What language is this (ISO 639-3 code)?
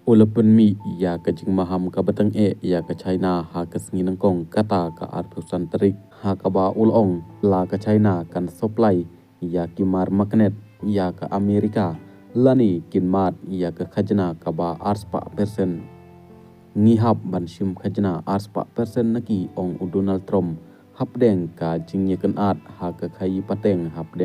kha